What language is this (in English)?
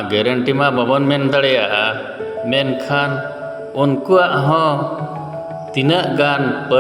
Santali